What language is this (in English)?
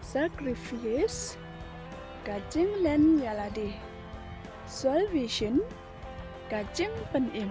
Khasi